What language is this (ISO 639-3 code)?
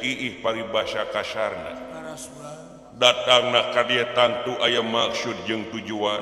sun